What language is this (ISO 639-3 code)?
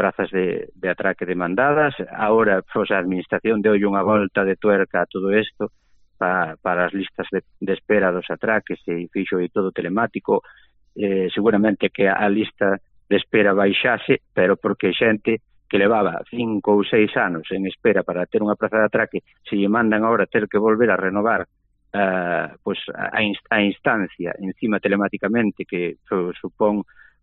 glg